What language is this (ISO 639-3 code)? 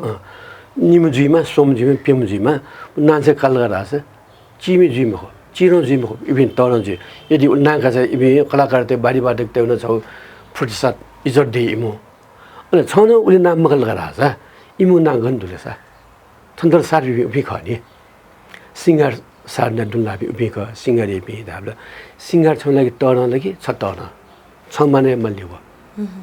new